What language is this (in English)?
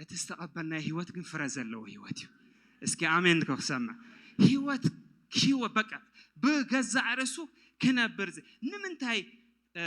Tigrinya